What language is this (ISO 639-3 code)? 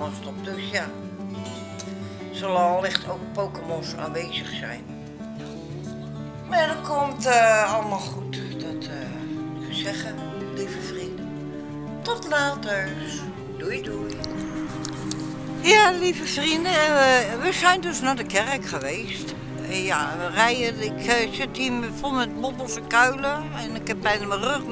nld